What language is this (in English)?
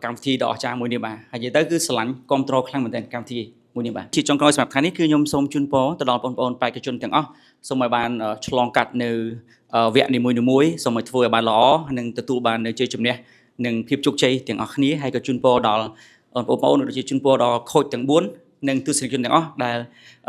Khmer